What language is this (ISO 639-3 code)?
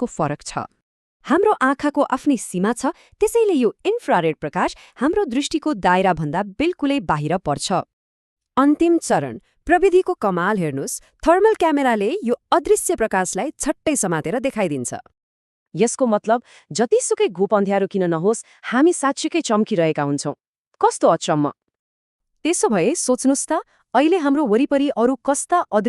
nep